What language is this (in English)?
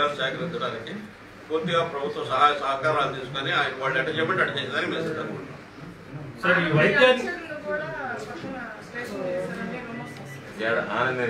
Telugu